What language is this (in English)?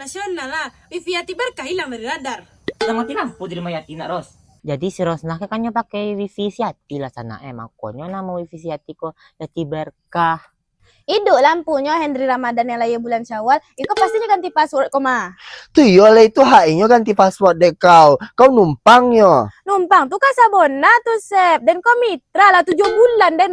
Minangkabau